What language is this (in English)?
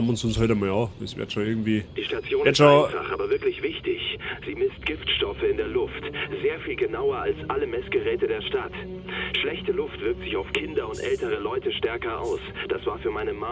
Bavarian